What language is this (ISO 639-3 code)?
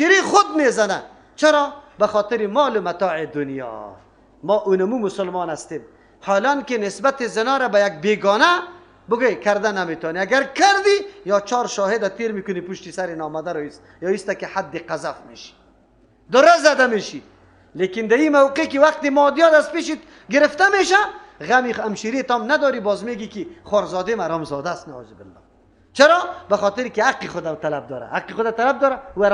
fas